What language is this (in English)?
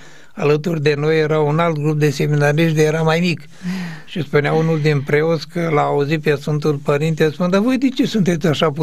Romanian